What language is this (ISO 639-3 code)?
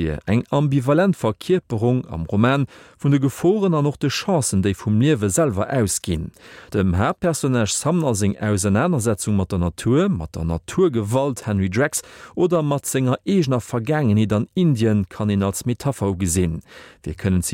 ltz